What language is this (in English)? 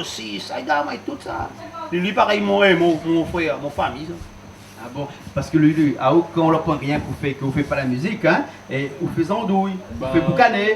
Réunion Creole French